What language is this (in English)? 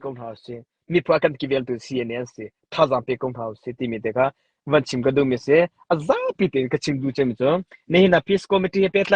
Hakha Chin